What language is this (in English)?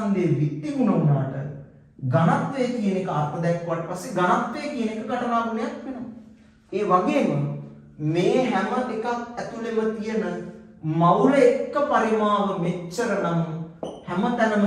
Sinhala